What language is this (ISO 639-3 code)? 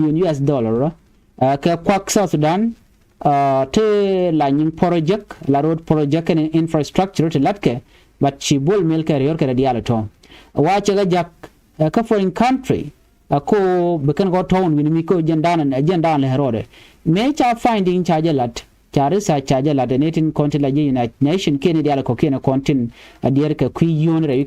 nus